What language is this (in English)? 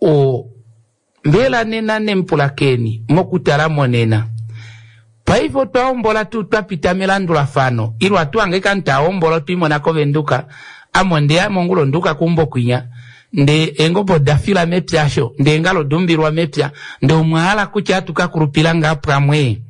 Kuanyama